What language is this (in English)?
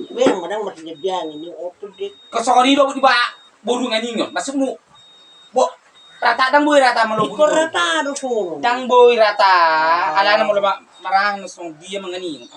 Batak Toba